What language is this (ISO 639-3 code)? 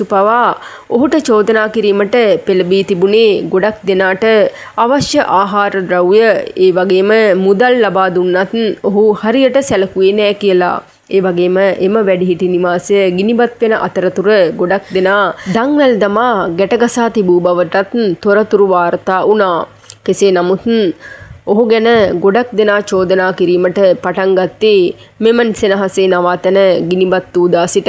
sin